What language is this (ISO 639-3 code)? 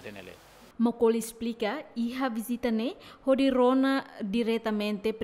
tet